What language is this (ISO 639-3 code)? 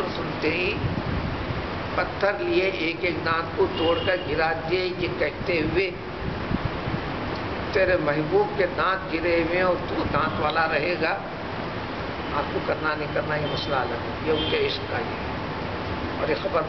urd